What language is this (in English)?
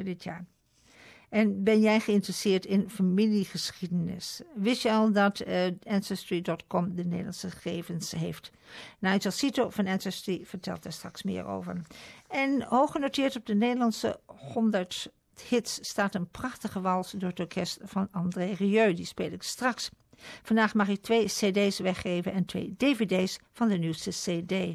Dutch